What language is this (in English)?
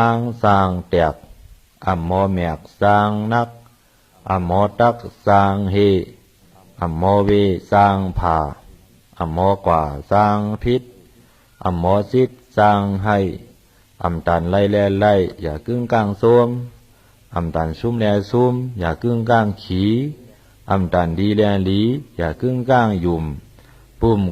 Shan